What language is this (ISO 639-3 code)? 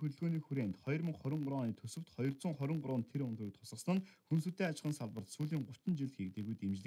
mon